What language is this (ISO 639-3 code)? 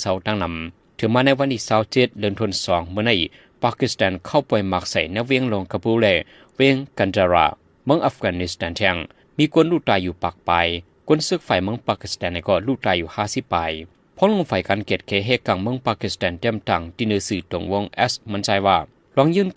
shn